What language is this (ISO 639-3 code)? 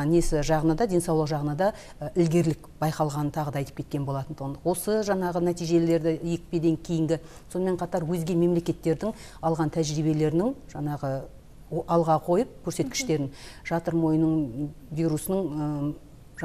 kaz